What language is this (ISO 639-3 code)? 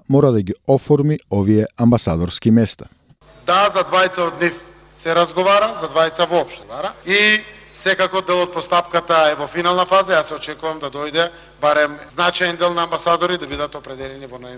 mkd